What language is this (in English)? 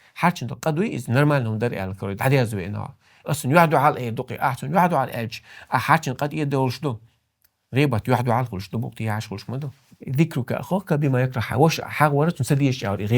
Chechen